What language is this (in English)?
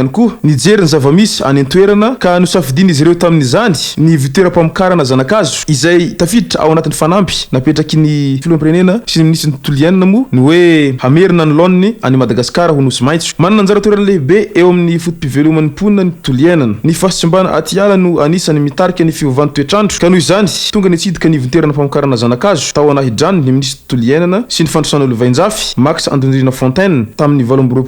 Malagasy